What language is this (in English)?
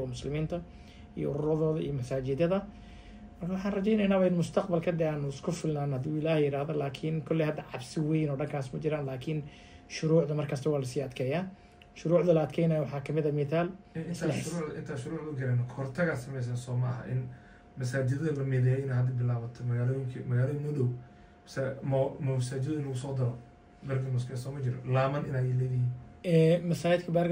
Somali